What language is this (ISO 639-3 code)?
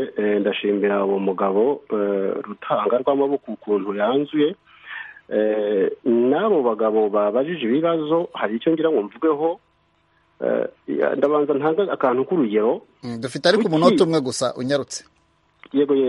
kin